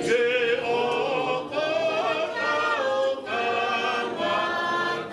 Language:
Tongan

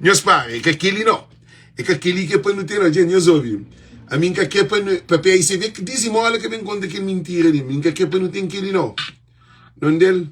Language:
Kabuverdianu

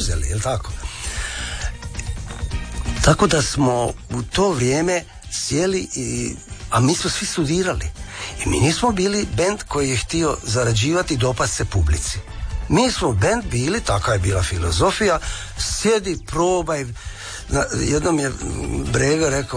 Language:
Croatian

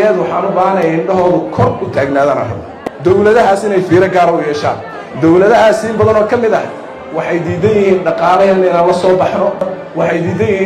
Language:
Somali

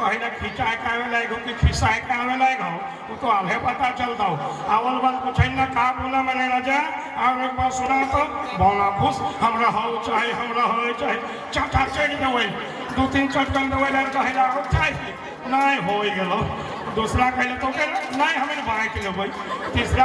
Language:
Sadri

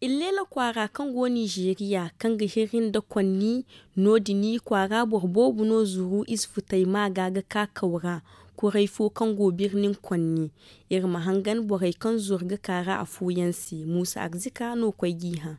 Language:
Zarma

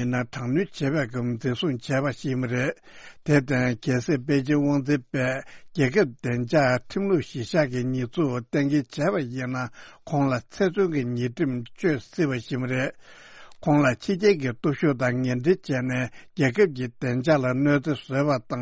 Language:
Tibetan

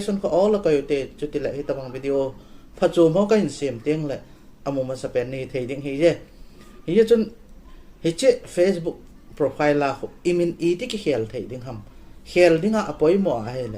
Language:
Thado Chin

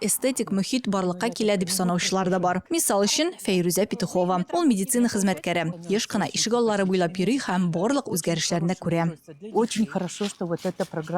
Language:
Tatar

